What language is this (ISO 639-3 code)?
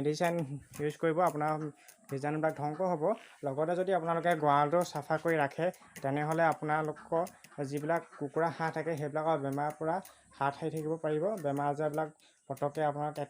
asm